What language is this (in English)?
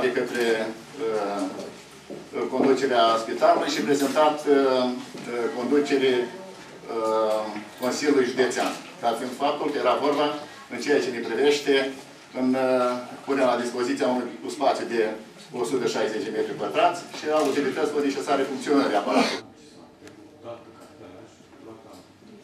Romanian